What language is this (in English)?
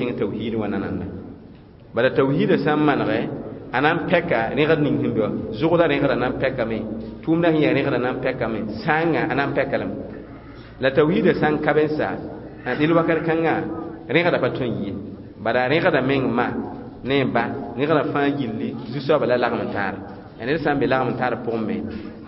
Mossi